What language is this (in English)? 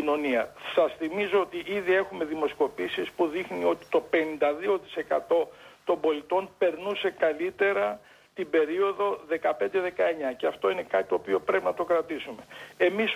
Greek